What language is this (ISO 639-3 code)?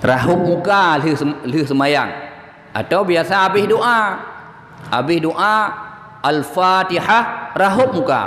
ace